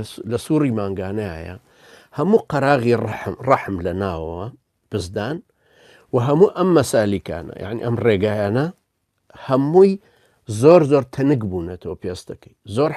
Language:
Central Kurdish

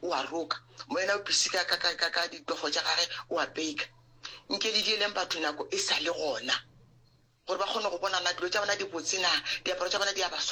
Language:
Northern Sotho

